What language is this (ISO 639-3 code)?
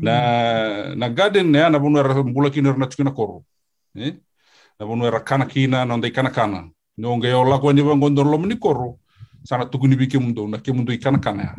fij